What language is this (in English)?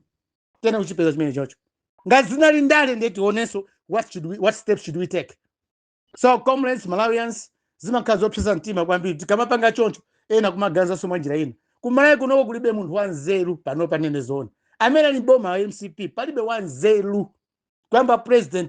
Nyanja